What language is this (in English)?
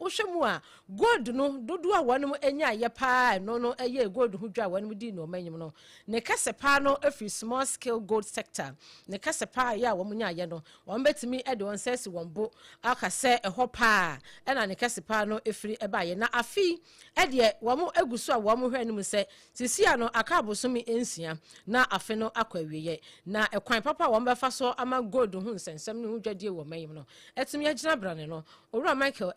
Akan